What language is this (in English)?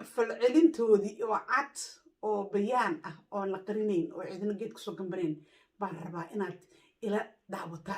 Somali